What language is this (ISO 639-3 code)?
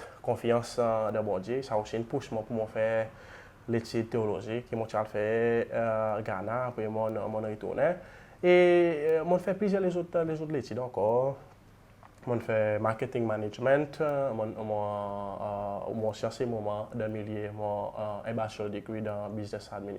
crs